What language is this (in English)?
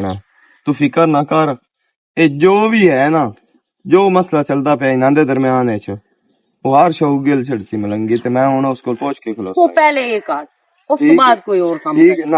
Western Panjabi